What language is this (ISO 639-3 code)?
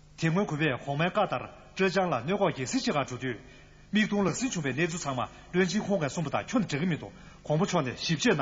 bod